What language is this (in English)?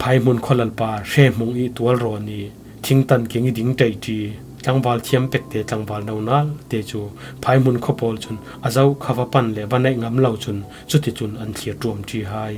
Falam Chin